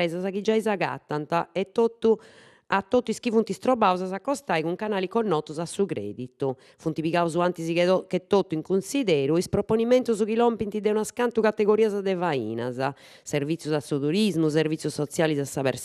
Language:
Sardinian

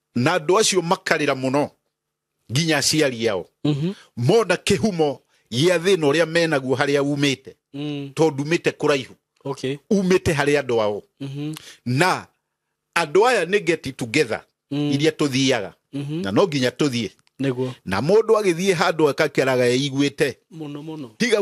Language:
Kikuyu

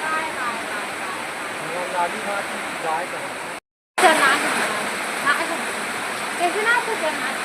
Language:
Chhattisgarhi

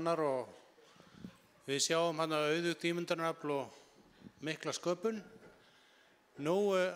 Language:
Icelandic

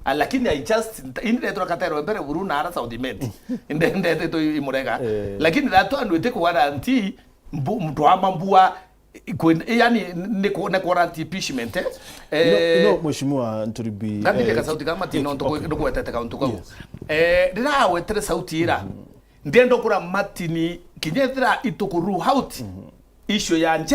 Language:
Meru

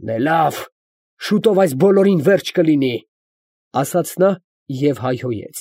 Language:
Armenian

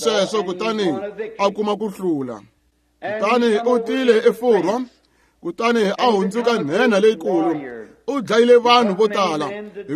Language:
Tsonga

